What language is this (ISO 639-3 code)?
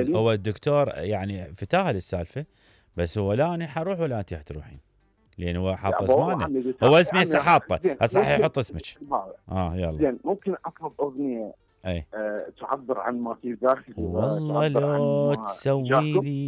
acm